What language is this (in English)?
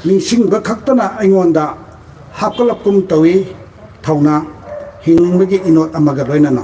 Manipuri